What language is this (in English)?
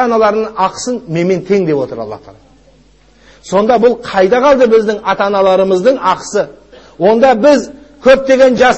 Kazakh